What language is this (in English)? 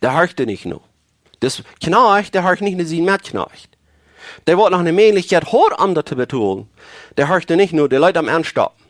Plautdietsch